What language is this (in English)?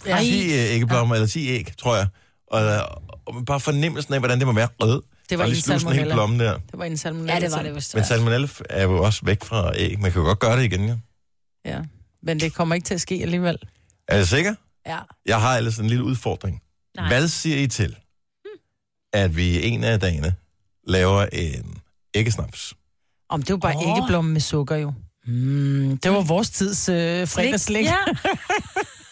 Danish